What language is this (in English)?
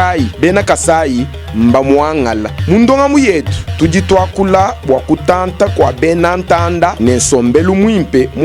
Luba-Lulua